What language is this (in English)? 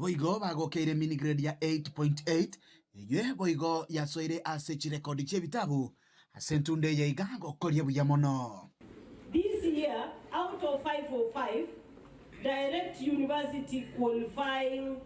Gusii